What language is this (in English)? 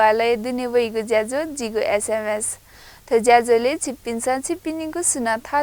Newari